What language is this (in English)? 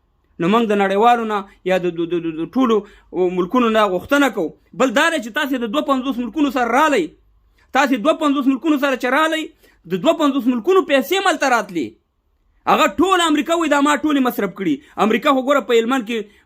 Pashto